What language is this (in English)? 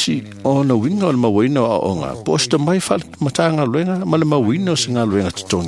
Samoan